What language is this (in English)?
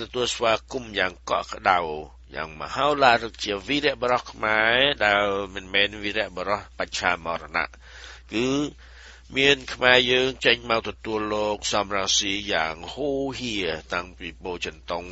Khmer